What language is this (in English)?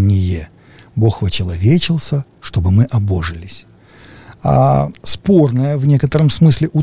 Russian